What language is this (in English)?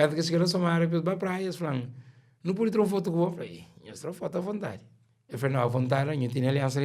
Kabuverdianu